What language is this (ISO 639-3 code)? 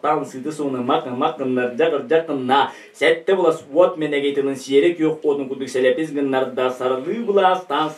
sah